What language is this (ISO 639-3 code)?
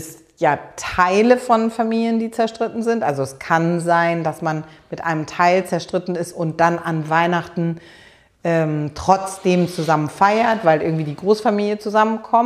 deu